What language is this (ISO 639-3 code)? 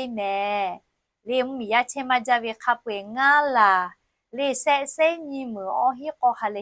lhu